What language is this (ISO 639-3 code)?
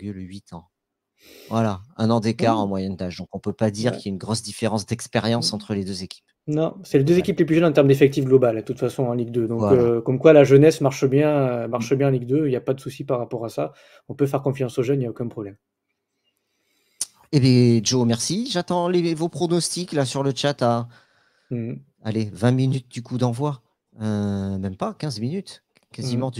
fra